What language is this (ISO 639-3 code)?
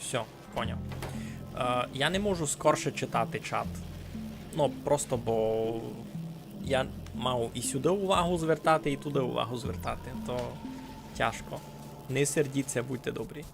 rue